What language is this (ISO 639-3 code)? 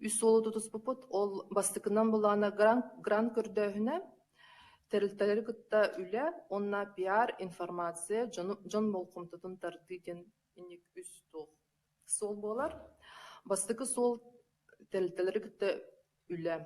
sah